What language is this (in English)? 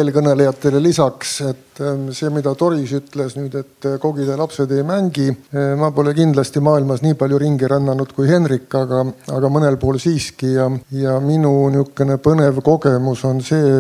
Estonian